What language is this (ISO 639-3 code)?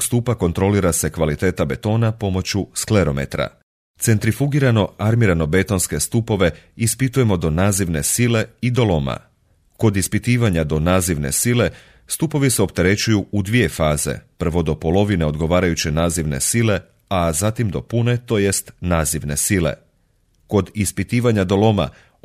hrv